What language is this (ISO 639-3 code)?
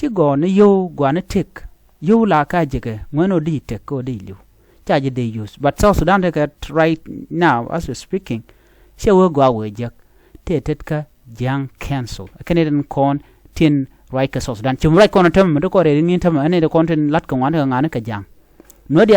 nus